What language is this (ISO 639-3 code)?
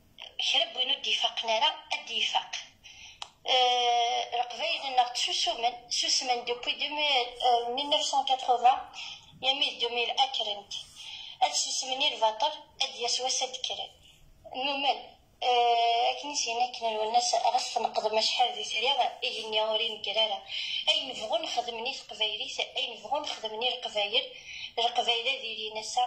kab